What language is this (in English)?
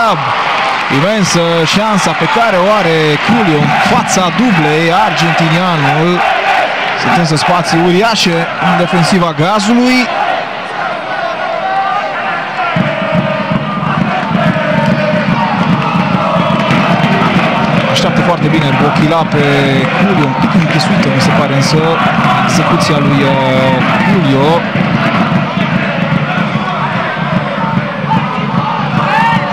Romanian